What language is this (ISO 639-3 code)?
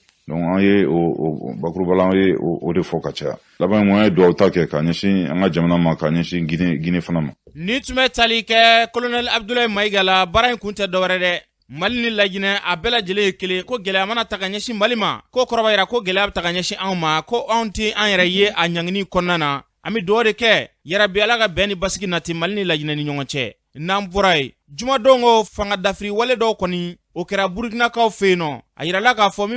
bam